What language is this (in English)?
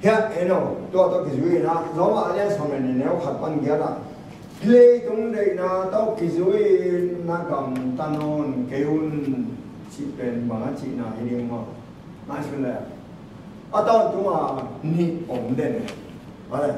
Tedim Chin